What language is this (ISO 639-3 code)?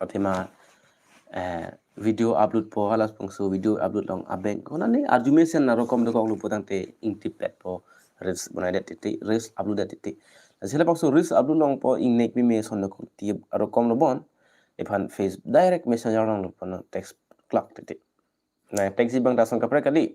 mjw